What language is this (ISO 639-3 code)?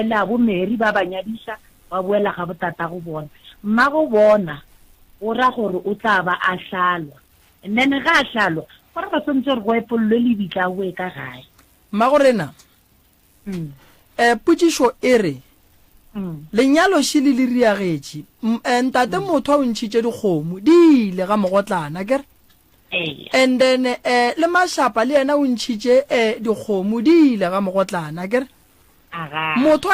nso